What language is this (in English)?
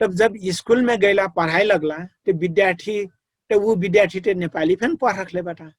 Dangaura Tharu